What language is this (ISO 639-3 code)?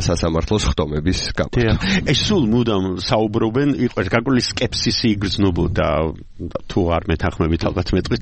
kat